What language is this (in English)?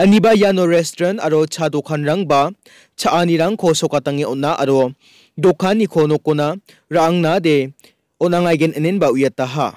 Garo